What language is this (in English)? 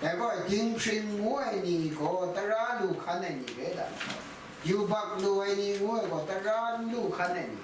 Kachin